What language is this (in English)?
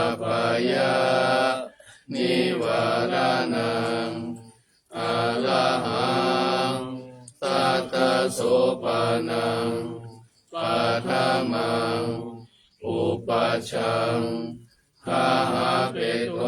Pali